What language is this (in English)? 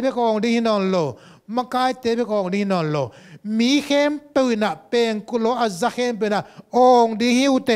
Tedim Chin